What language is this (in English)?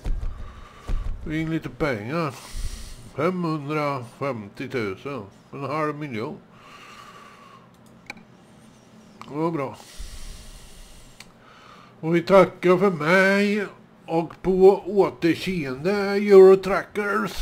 Swedish